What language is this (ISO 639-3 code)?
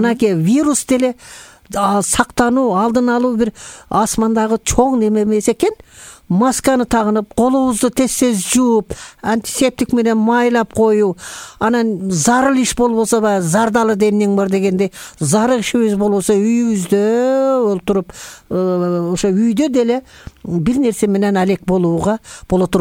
kir